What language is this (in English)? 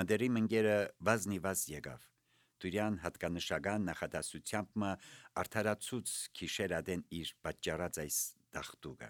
Armenian